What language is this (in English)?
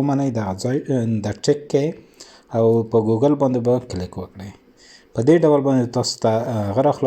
Pashto